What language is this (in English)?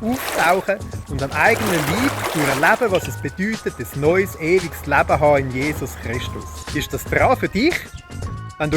Swiss German